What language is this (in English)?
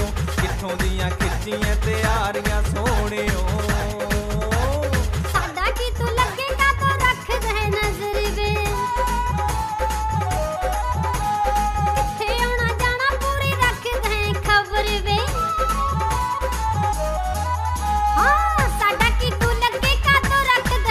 Punjabi